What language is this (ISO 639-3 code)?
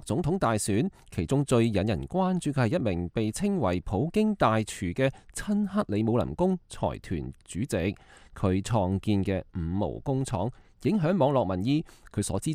yue